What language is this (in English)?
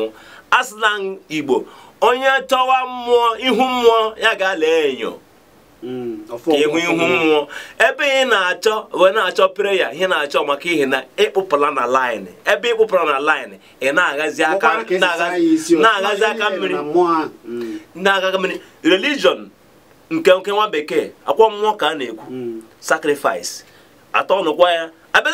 Igbo